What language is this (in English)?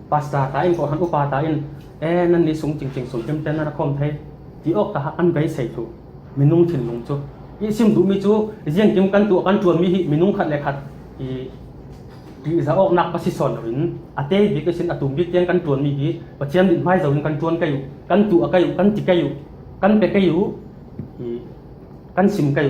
Falam Chin